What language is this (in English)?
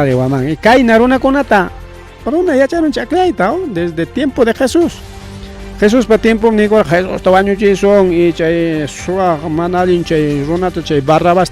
Ayacucho Quechua